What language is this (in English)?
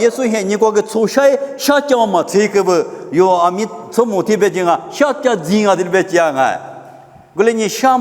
Lisu